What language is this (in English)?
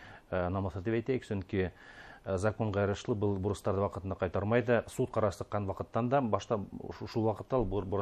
Bashkir